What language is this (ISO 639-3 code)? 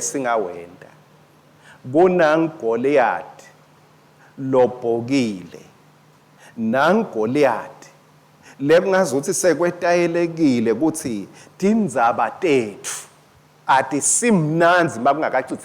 ssw